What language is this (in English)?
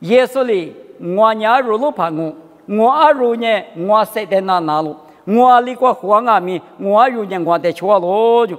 Lisu